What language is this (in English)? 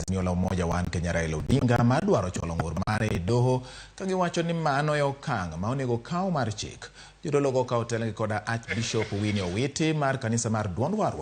Luo (Kenya and Tanzania)